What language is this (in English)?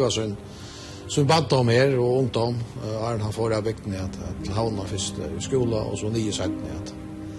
Faroese